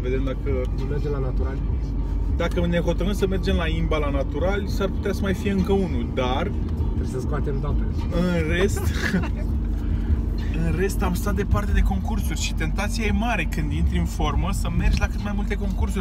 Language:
Romanian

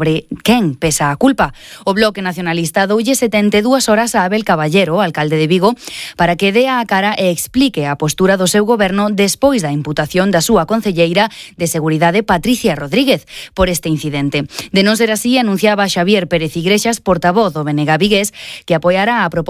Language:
Galician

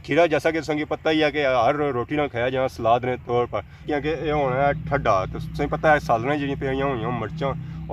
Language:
Pahari-Potwari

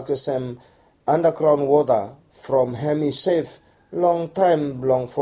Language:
Bislama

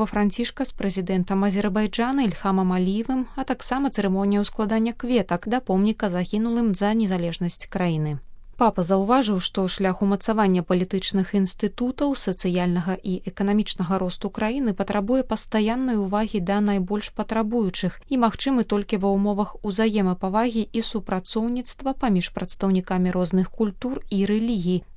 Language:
Belarusian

